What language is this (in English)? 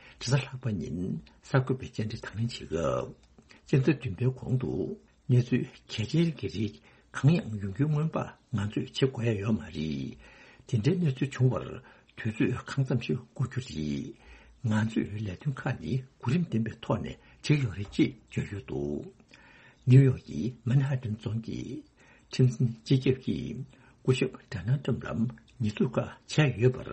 Tibetan